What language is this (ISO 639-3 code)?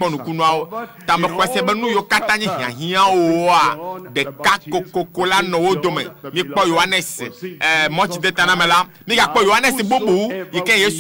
ewe